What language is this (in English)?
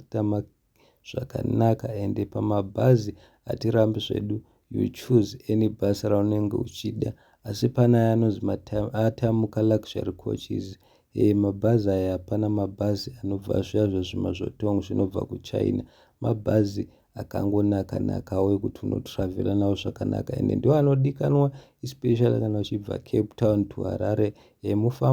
Shona